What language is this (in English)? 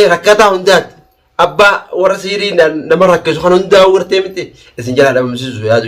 Oromo